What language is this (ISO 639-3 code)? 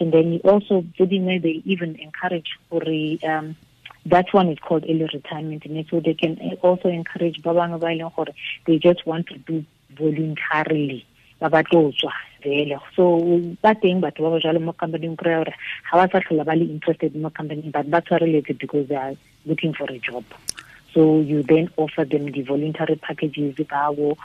tsn